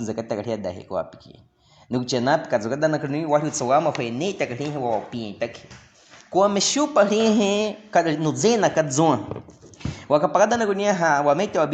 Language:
Baniwa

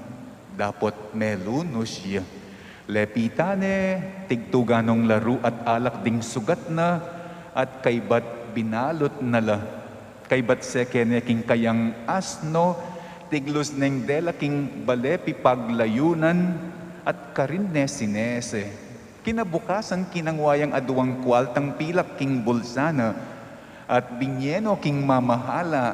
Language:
Pampanga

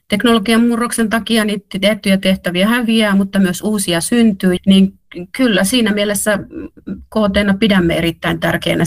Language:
Finnish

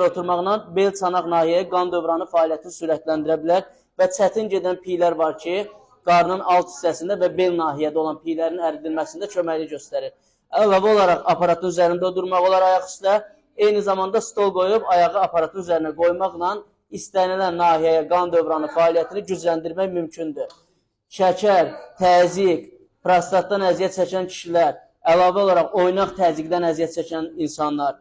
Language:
Azerbaijani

